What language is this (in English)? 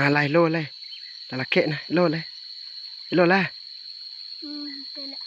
Minangkabau